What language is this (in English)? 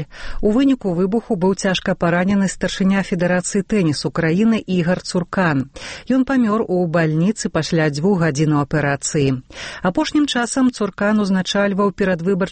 Belarusian